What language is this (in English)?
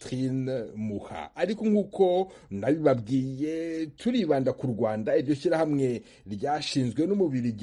Kinyarwanda